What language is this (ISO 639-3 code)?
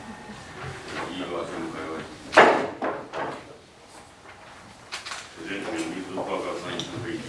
zho